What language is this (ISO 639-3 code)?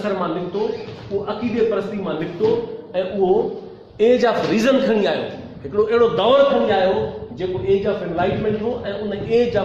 snd